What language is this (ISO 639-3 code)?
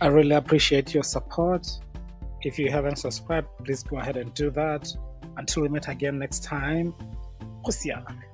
tsn